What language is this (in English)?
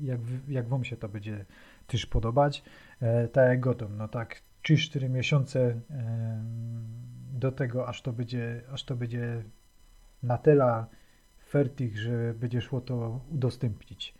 Silesian